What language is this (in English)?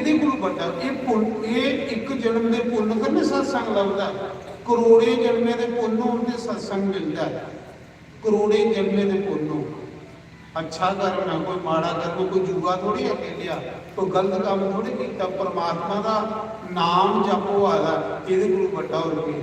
Dogri